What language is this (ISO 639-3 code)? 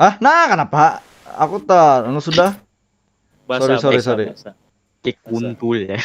bjn